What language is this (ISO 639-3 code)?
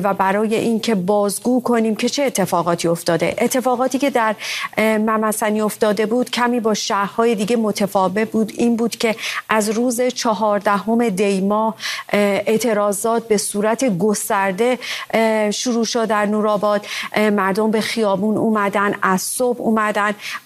fas